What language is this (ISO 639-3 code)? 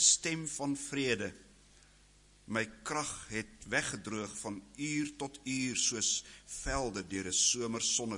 afr